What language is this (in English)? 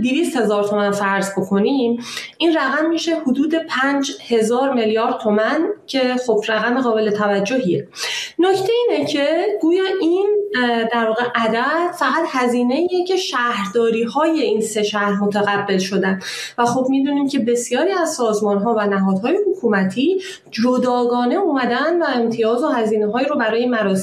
Persian